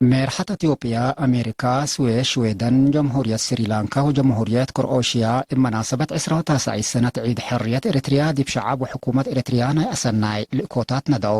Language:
Tigre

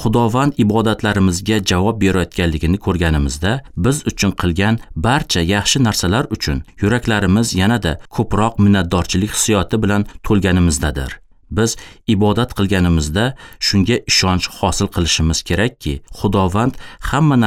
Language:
Uzbek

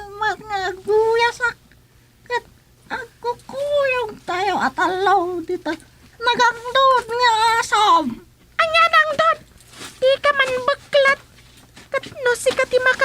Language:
Iloko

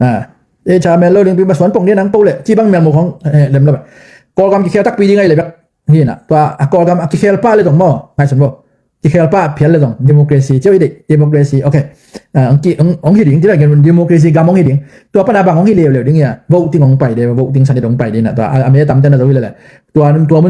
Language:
Tedim Chin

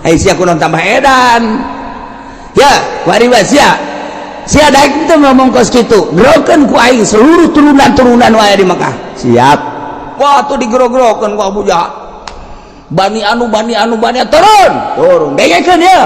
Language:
Sundanese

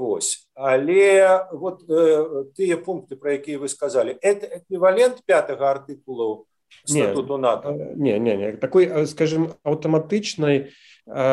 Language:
Belarusian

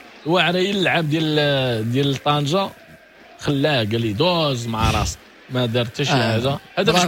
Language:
Moroccan Arabic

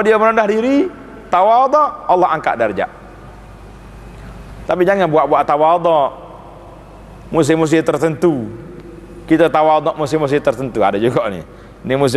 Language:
Malay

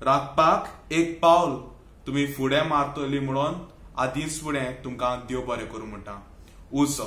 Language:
Konkani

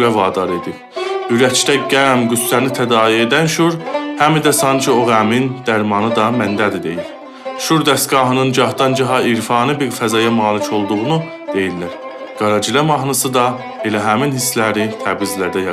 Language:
South Azerbaijani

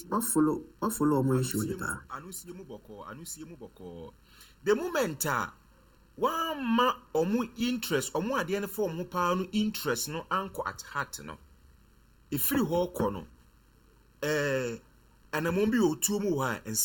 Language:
Akan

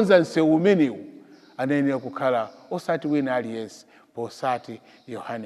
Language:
Nyanja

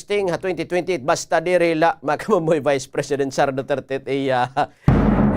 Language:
Waray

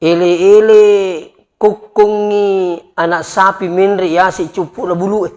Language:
Buginese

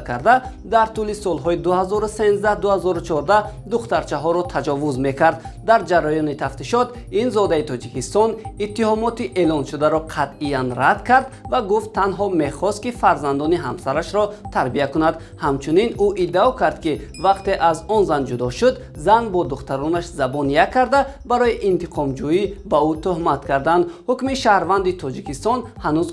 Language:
Tajik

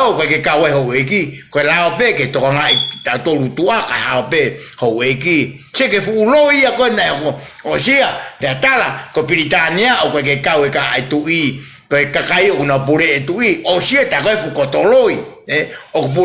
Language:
Tongan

